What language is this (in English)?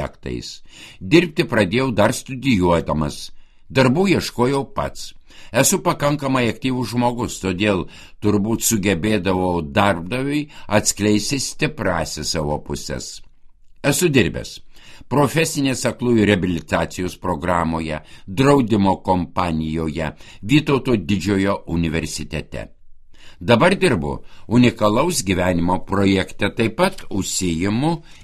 Lithuanian